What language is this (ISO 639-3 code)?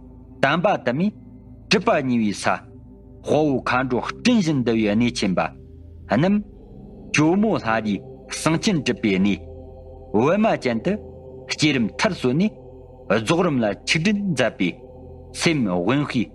bod